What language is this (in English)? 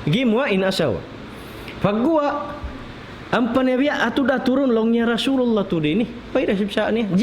Tausug